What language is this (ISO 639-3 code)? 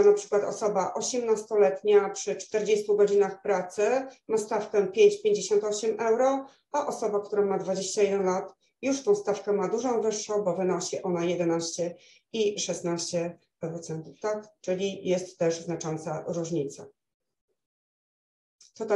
pol